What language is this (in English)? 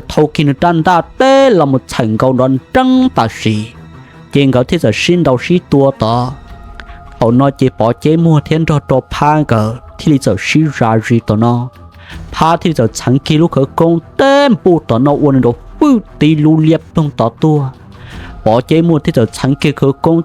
Hmong